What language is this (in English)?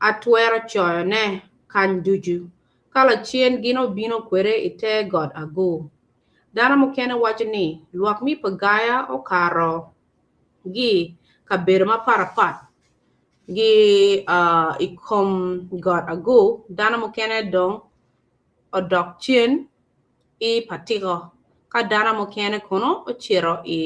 Acoli